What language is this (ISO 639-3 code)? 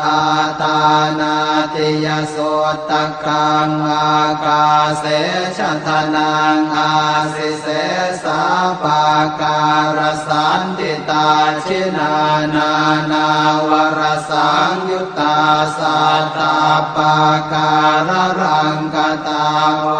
pli